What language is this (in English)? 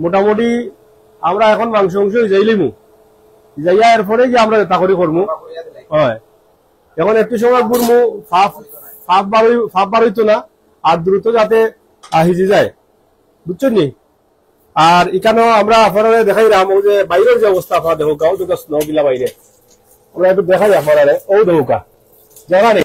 Sylheti